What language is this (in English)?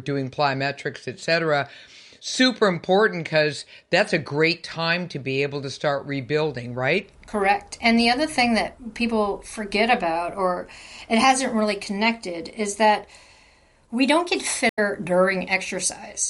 English